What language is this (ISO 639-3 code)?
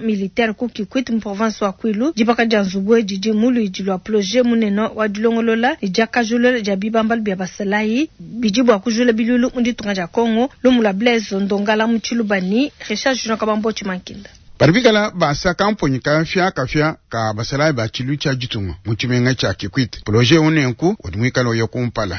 lua